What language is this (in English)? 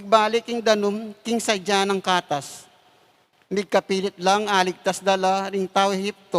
Pampanga